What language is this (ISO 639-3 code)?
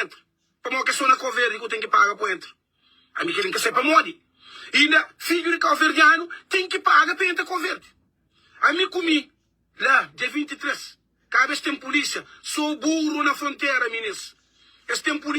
kea